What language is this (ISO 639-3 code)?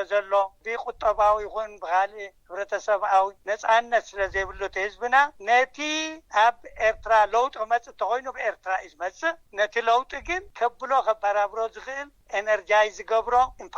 tir